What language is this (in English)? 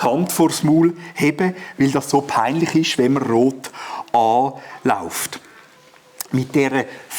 Swiss German